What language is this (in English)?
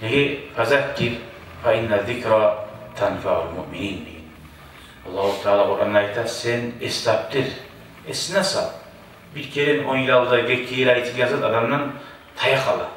Kumyk